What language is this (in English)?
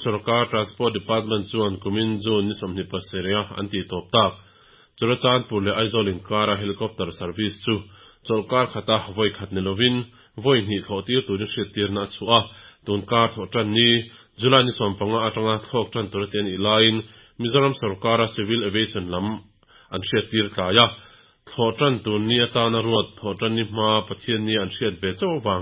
Mizo